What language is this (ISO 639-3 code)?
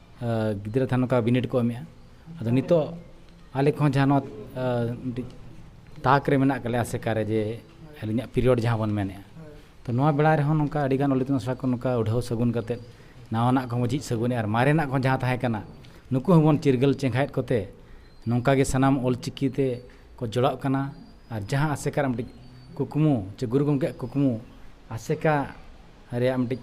sat